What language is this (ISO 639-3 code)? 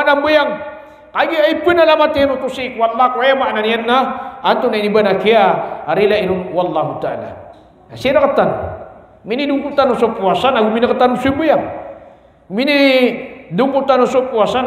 mrw